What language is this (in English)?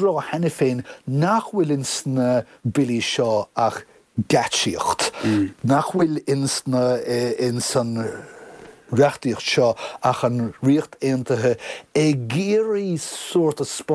Irish